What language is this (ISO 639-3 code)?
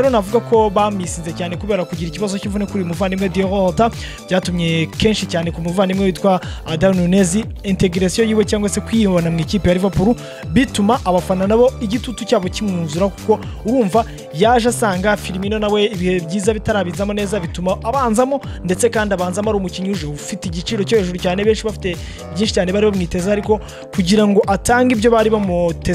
kin